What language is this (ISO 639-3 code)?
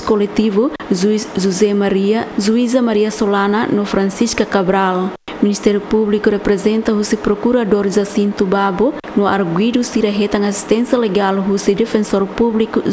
tet